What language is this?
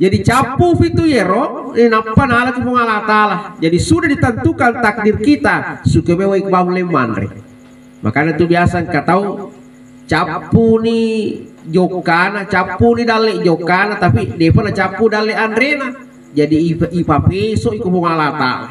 Buginese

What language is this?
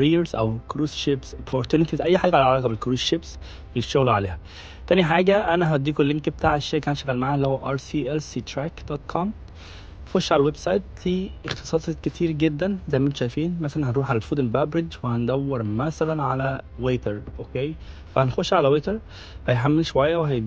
Egyptian Arabic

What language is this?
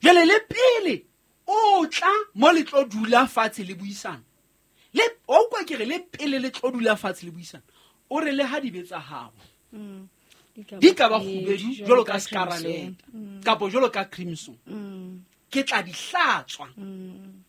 Southern Sotho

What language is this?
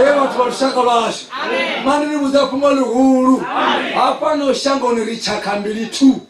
Venda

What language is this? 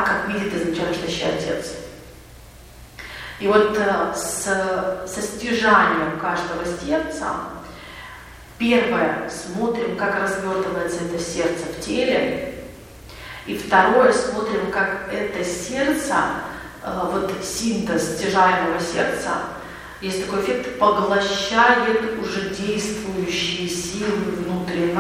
Russian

